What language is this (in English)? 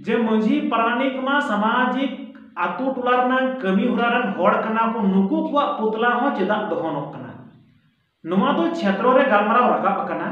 Santali